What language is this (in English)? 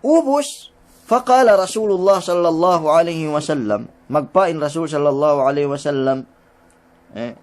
Yakan